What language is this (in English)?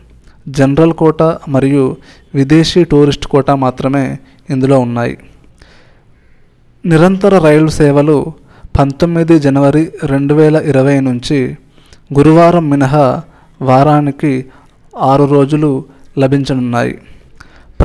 Telugu